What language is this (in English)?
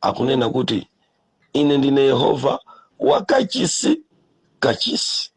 Nyanja